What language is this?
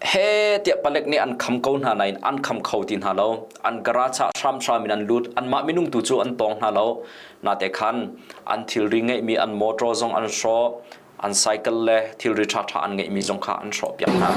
Hakha Chin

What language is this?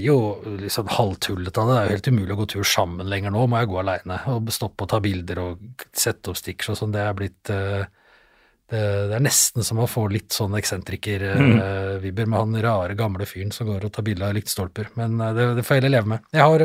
Norwegian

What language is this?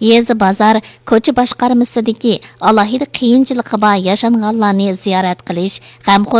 Uyghur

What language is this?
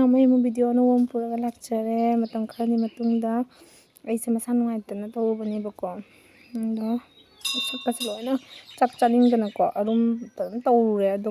Manipuri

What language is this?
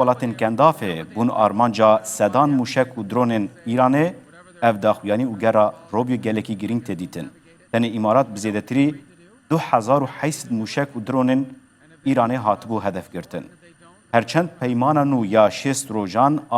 Kurdish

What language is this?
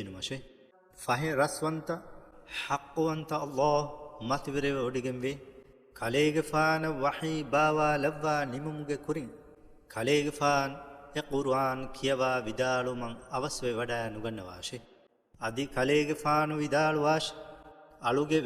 Divehi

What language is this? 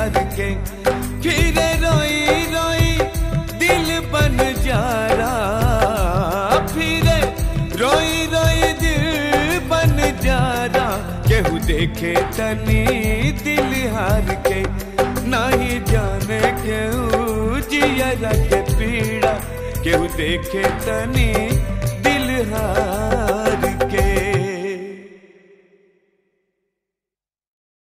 Bhojpuri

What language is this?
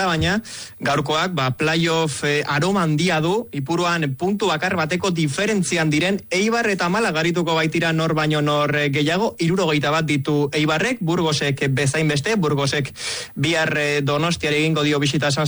Basque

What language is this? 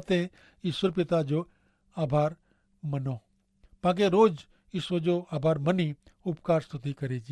Kachhi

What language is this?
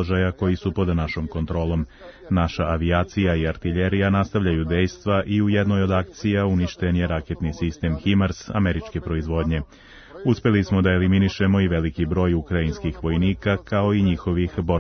Serbian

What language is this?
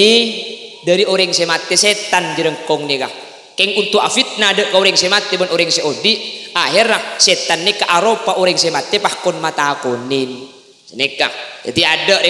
Madurese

